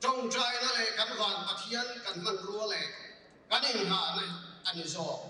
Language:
Mizo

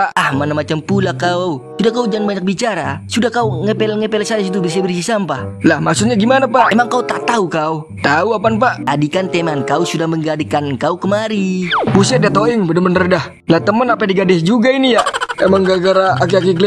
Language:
Betawi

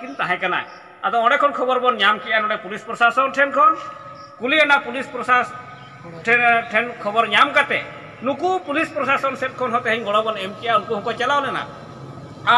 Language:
Santali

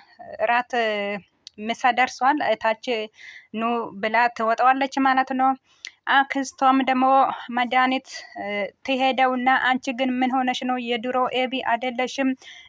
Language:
Amharic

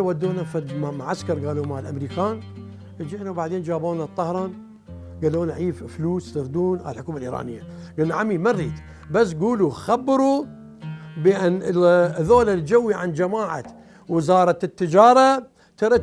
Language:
Mesopotamian Arabic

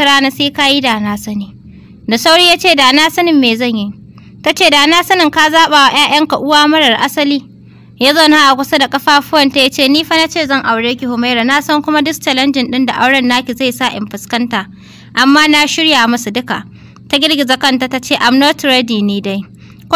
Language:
Hausa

